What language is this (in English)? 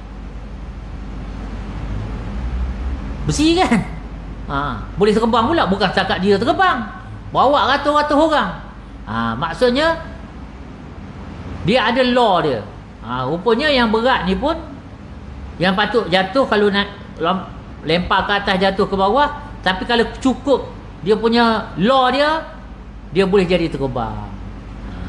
Malay